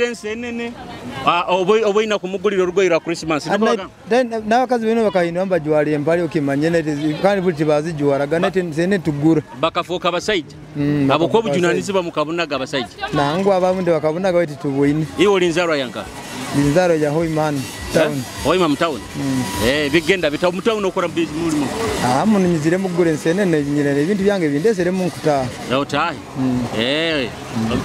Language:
Nyoro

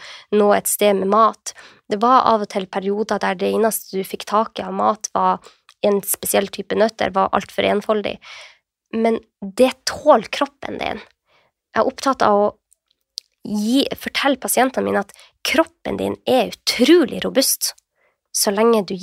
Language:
Norwegian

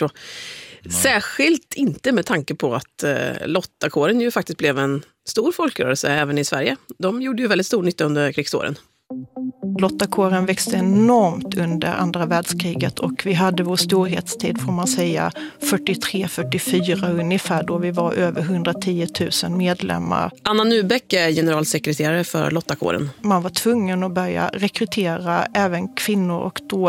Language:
Swedish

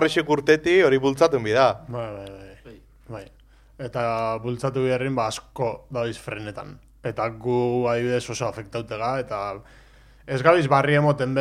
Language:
Basque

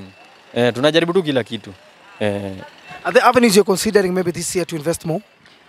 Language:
Swahili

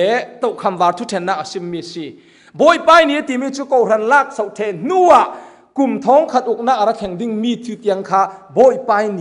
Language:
Falam Chin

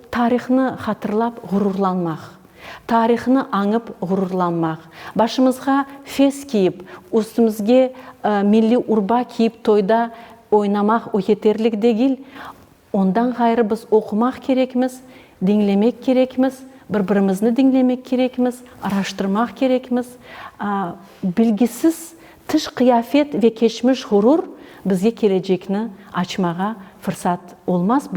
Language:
Crimean Tatar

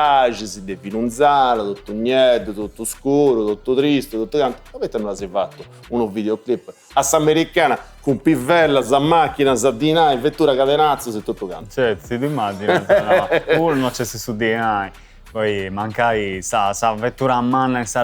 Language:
Sardinian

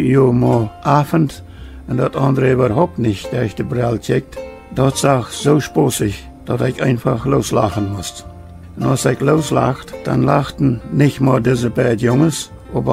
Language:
Plautdietsch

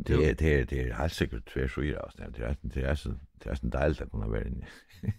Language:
Faroese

